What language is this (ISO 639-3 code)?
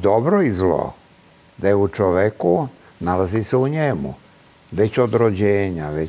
srp